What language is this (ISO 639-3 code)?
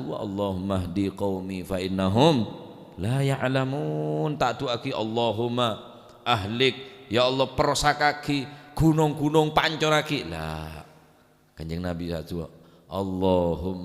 mad